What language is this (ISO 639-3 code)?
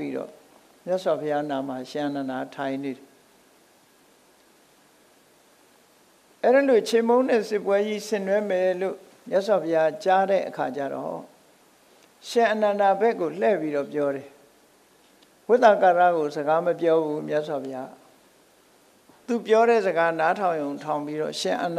mya